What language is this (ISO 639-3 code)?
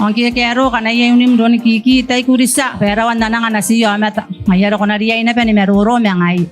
gil